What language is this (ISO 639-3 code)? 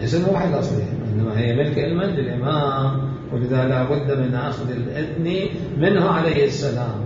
acm